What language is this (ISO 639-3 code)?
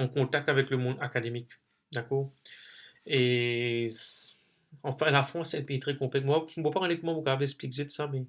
mfe